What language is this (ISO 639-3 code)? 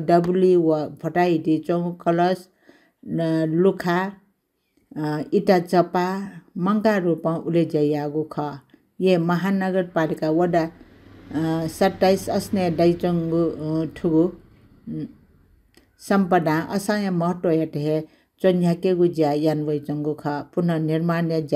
new